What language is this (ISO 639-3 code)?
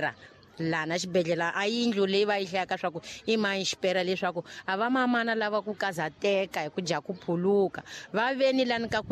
tso